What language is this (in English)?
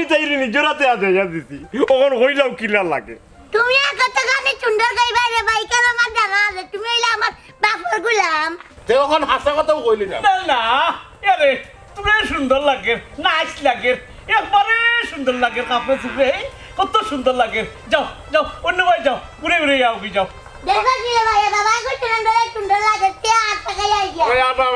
Sylheti